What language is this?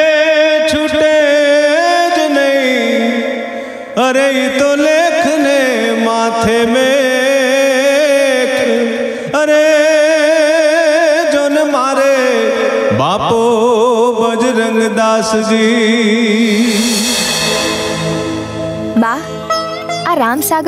Gujarati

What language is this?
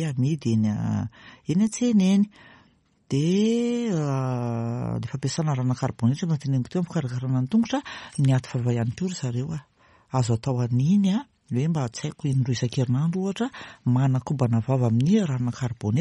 Malagasy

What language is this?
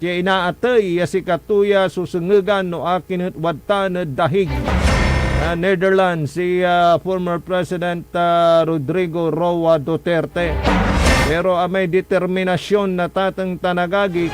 Pangasinan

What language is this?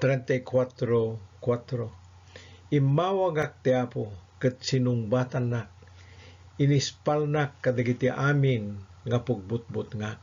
Iloko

